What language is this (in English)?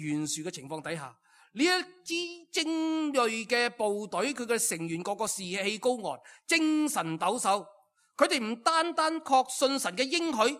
Cantonese